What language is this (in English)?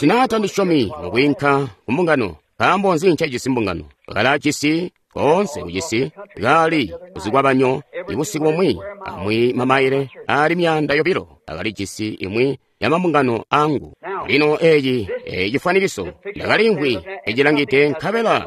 Tonga (Zambia)